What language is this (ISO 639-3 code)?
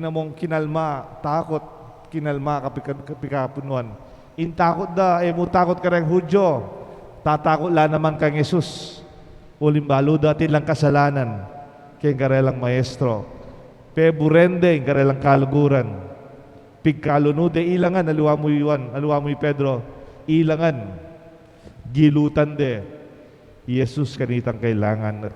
pam